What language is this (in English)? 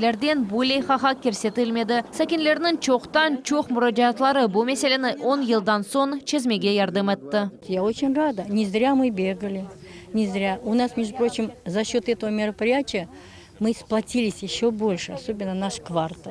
Crimean Tatar